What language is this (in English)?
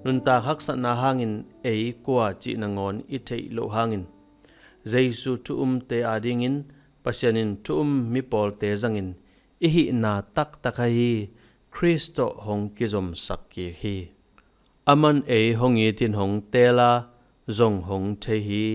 Tedim Chin